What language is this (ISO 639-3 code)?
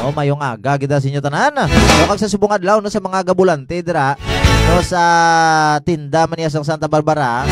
hil